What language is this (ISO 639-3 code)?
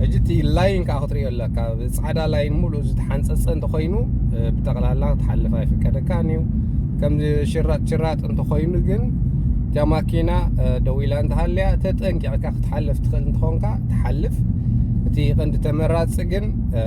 tir